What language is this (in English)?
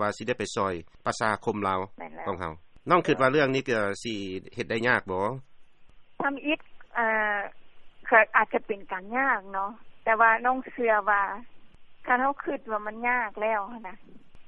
Lao